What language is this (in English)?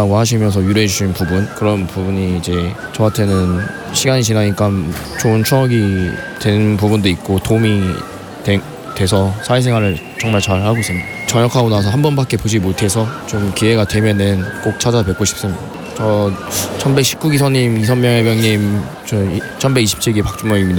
Korean